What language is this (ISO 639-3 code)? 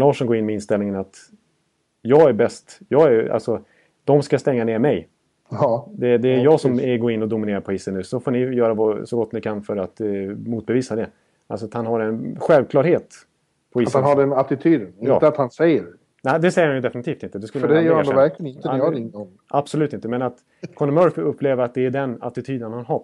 swe